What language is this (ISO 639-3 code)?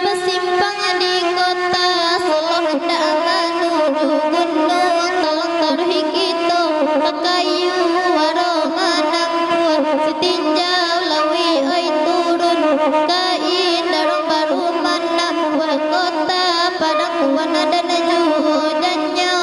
min